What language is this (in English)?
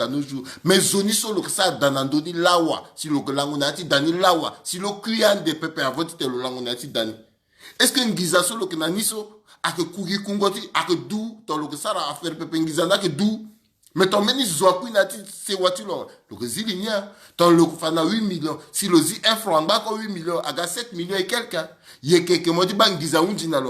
Sango